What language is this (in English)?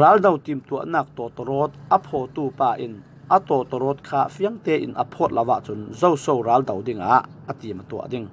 Falam Chin